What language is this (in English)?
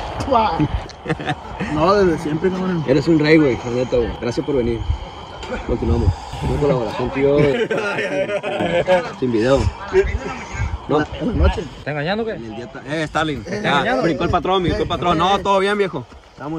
Spanish